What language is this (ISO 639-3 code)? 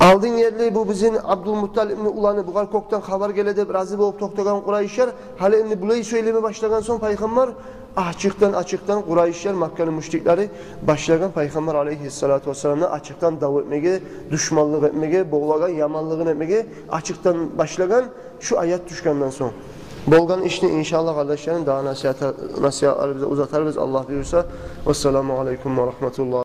kum